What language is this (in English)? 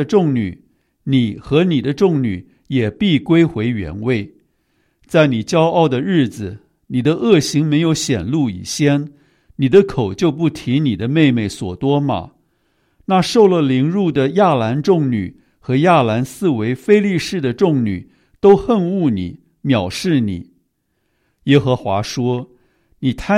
Chinese